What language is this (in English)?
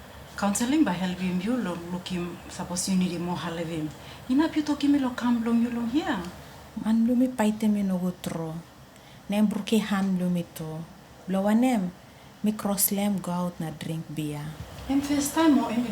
Tok Pisin